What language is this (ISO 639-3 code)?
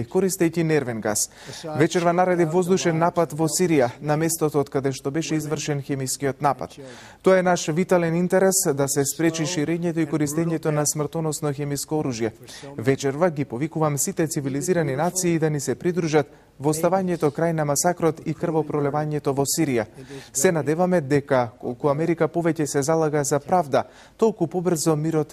mkd